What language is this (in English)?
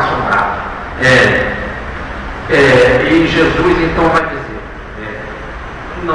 Portuguese